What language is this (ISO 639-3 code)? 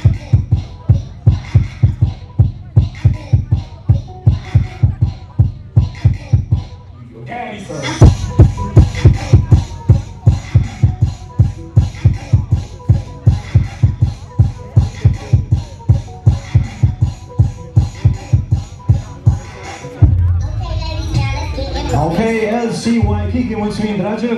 ron